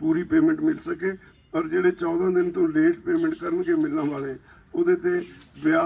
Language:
Punjabi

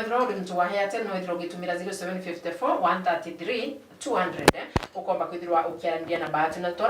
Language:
Meru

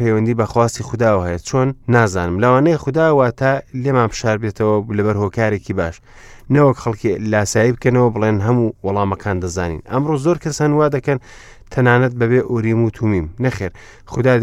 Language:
Central Kurdish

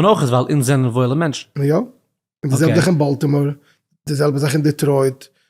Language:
Yiddish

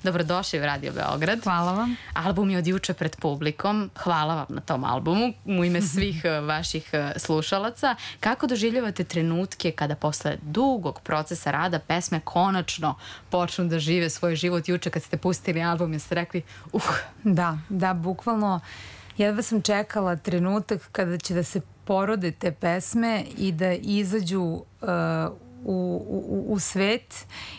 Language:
Serbian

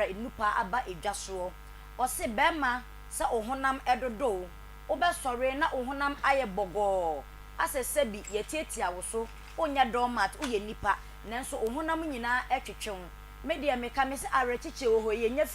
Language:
Akan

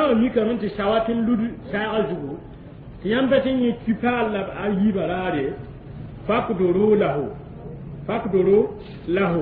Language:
Mossi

